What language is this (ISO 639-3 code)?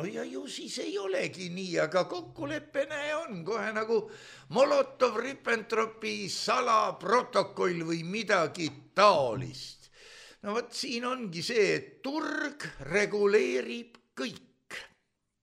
est